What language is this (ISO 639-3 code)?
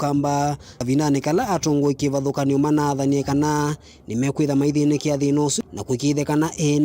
kam